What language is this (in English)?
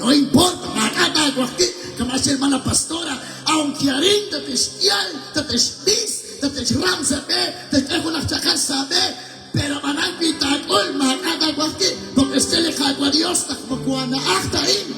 Kekchí